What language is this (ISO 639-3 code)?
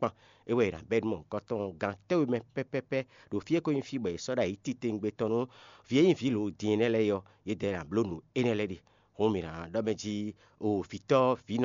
fon